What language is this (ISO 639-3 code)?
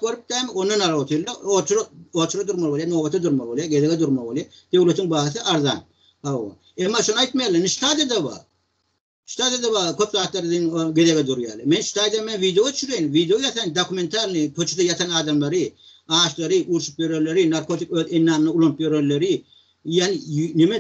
tuk